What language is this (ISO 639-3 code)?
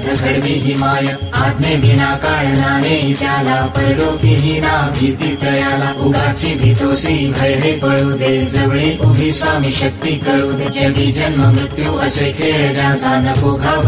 mar